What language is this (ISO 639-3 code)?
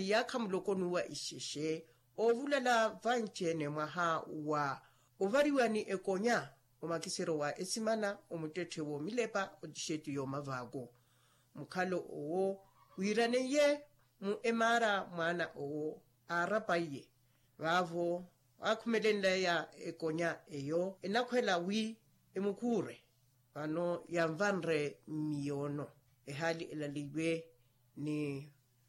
vmw